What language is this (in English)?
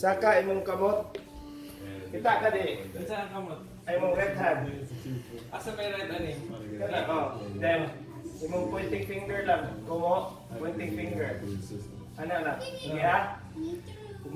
Cebuano